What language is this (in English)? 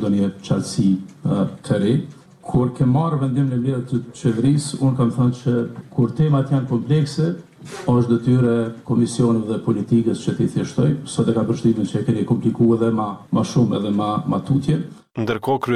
Albanian